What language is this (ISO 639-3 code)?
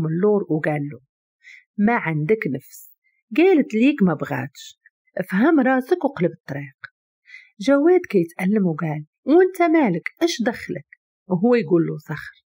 ary